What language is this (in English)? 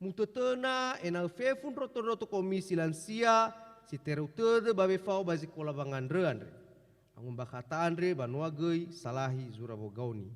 Nias